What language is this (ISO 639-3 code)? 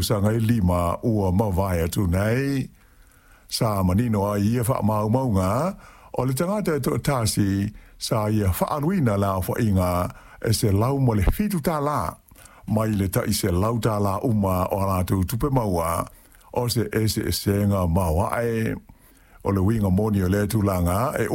smo